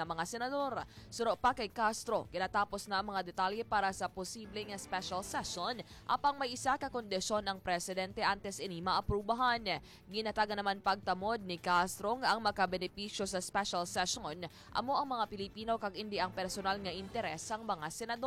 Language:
Hiligaynon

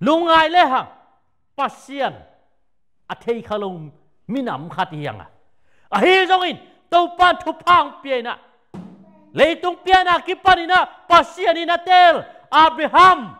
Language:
Tedim Chin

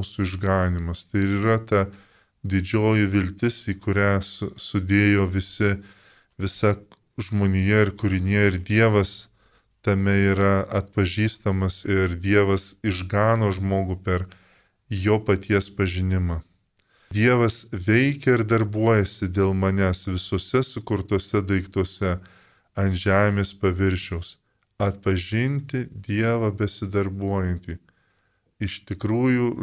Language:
Lithuanian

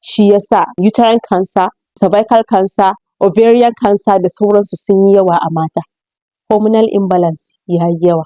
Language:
Hausa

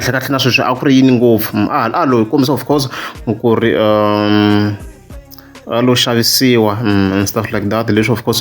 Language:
Tsonga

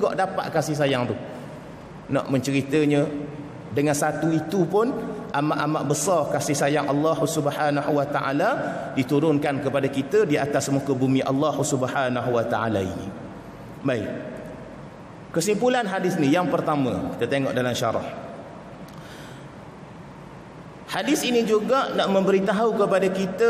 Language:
Malay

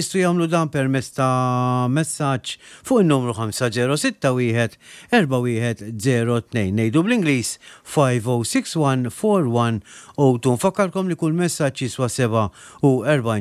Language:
Maltese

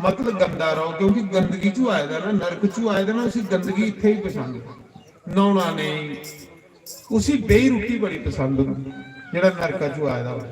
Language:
Dogri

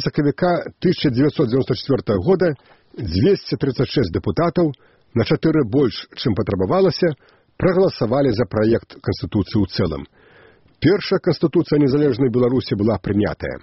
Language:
Belarusian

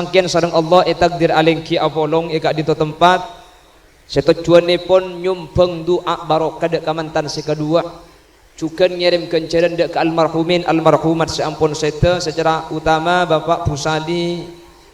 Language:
Madurese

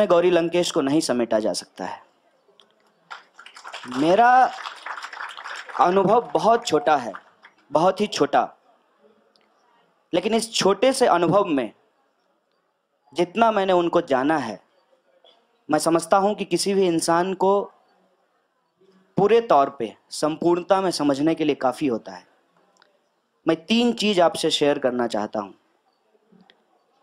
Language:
Hindi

